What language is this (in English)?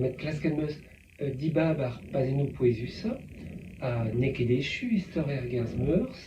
Breton